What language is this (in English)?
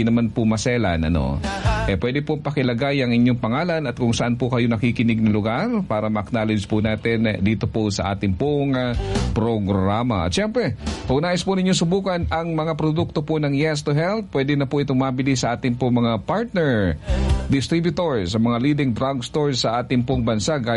Filipino